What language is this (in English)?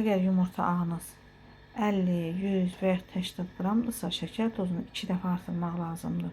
Azerbaijani